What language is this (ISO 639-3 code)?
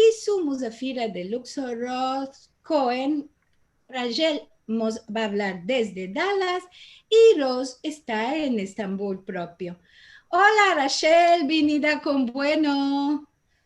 lad